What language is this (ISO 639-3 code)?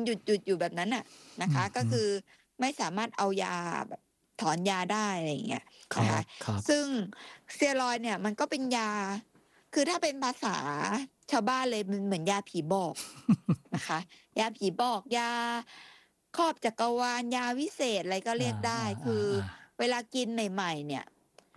tha